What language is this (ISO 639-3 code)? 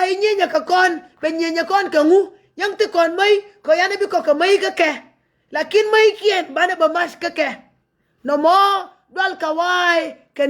nus